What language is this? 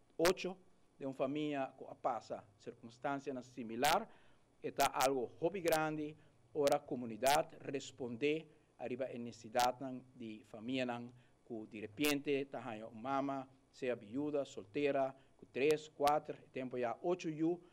Papiamento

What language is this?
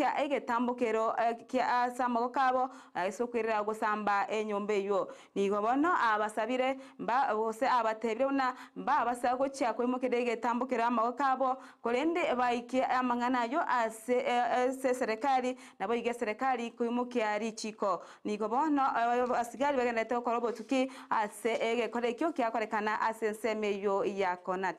Gusii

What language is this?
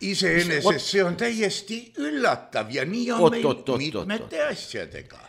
Estonian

